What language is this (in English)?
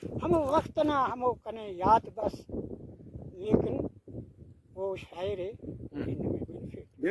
Brahui